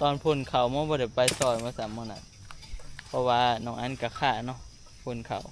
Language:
Northeastern Thai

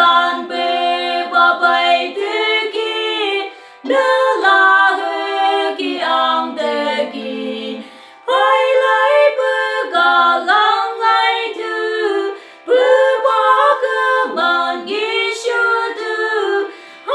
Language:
Phom Naga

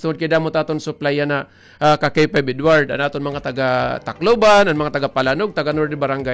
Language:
Waray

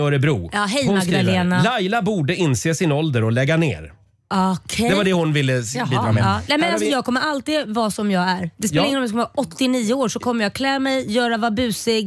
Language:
Swedish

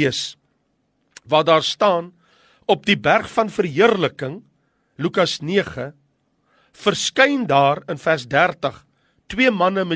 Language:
Afrikaans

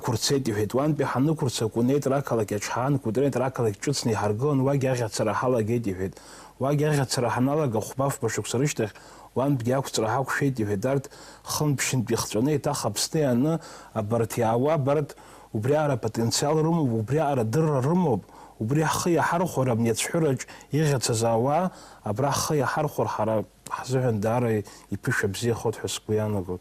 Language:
Abkhazian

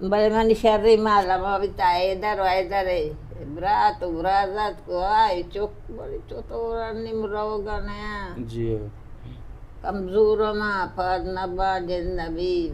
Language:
Baluchi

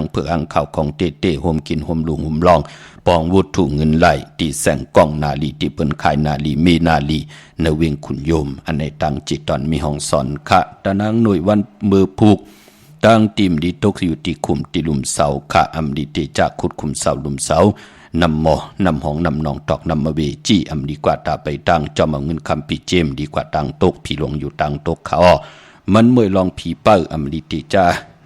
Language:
Shan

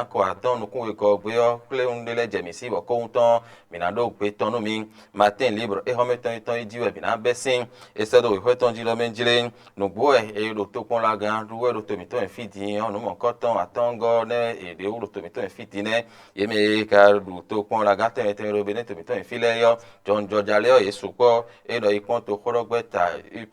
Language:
Fon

